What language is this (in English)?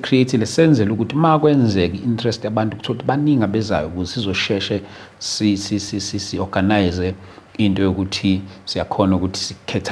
Zulu